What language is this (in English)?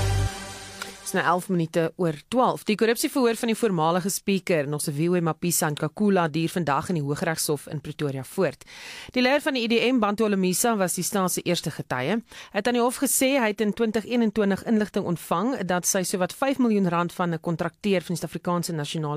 Afrikaans